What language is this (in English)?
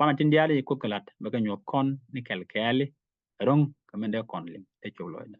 Nuer